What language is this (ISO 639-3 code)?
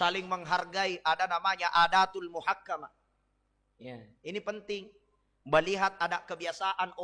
bug